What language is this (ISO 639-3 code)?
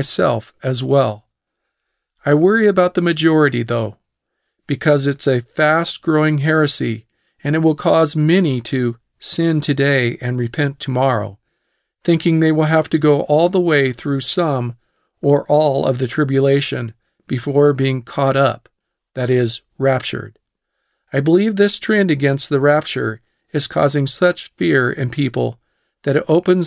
eng